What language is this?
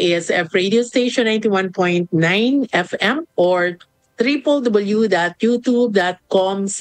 Pampanga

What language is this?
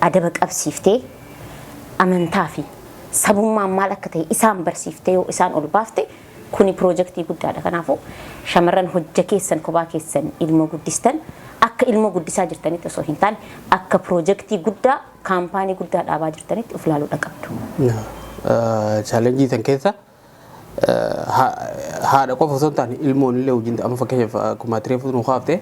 Oromo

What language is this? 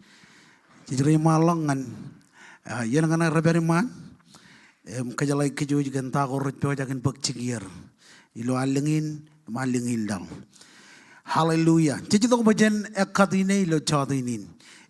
Marshallese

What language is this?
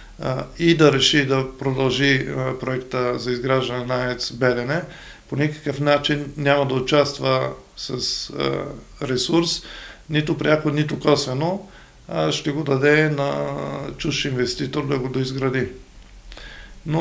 Bulgarian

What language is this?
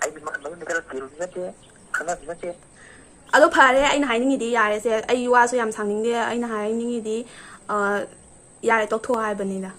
Manipuri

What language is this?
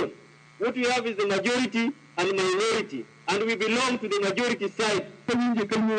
Luo (Kenya and Tanzania)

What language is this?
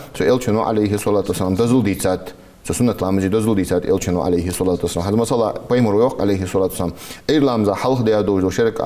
Ingush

